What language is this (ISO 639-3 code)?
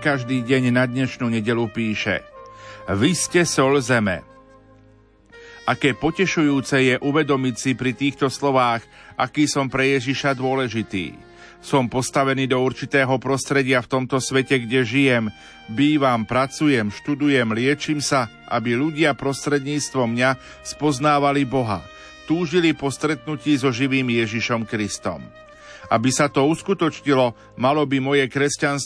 slk